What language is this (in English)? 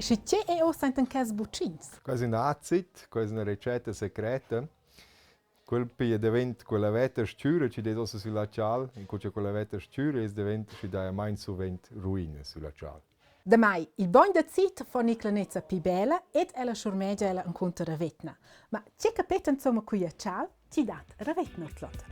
Romansh